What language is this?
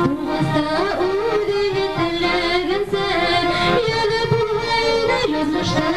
Bashkir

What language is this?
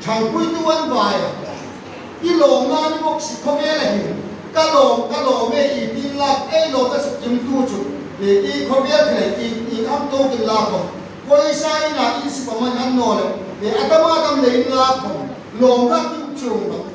Hmar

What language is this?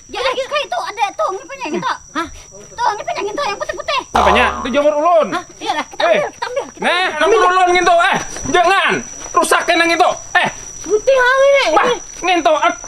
Banjar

